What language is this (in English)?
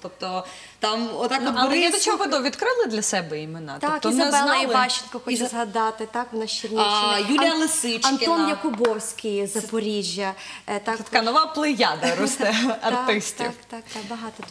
Ukrainian